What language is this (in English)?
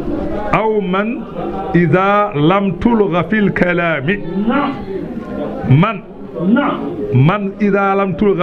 Fula